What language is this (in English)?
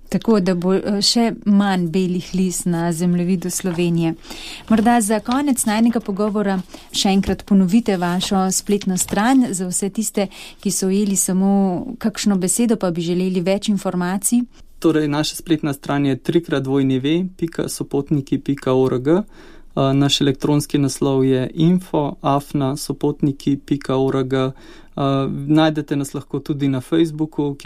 Slovenian